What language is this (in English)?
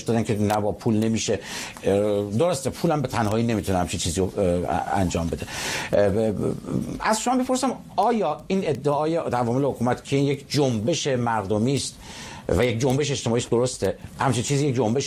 Persian